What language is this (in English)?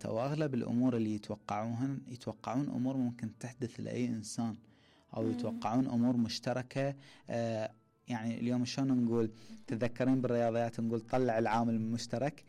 Mesopotamian Arabic